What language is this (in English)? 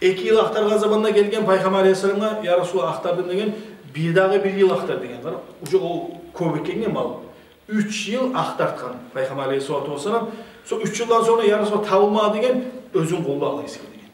Kumyk